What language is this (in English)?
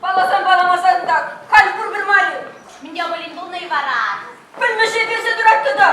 Chuvash